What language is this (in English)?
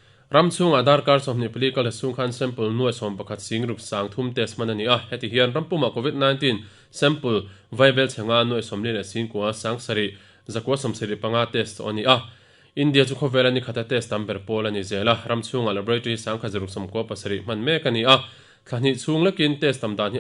Mizo